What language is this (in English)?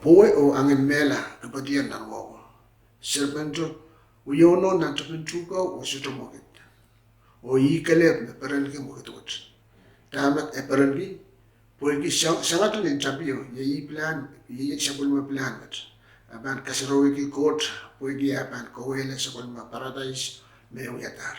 Pohnpeian